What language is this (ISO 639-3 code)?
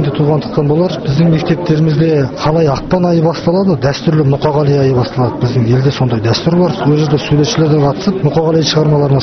kaz